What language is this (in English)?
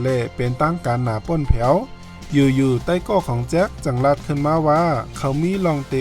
Shan